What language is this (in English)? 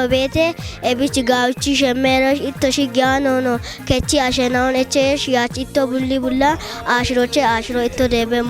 Kafa